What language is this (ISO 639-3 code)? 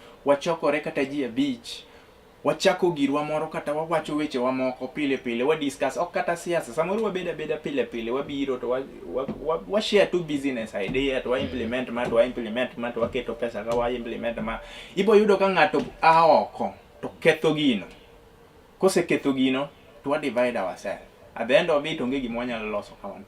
luo